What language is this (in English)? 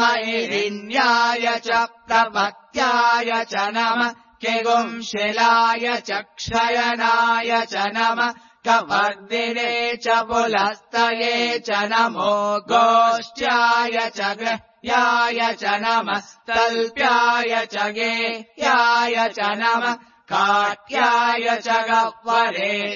Sanskrit